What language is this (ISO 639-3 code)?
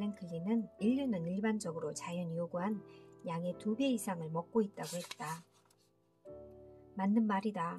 kor